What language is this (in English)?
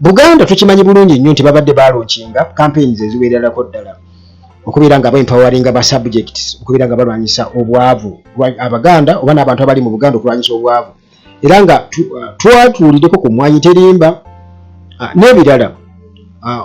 Ganda